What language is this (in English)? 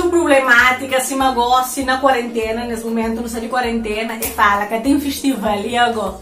Kabuverdianu